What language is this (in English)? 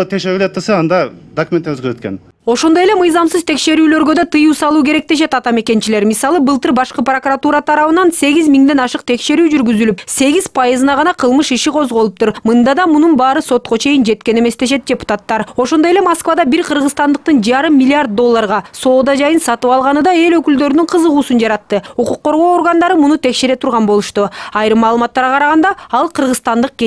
Kyrgyz